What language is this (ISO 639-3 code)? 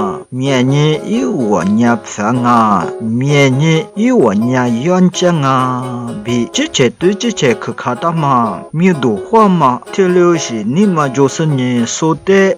lis